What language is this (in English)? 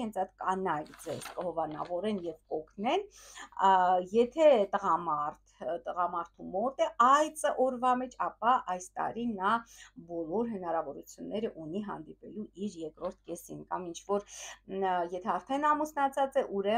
Armenian